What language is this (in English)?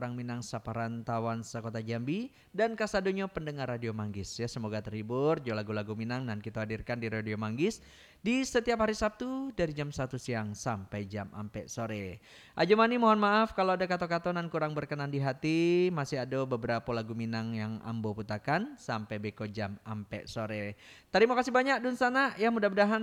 Minangkabau